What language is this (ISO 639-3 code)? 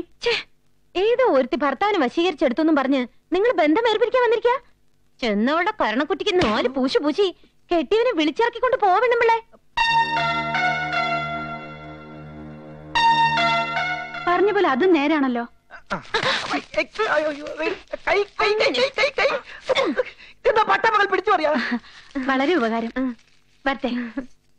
mal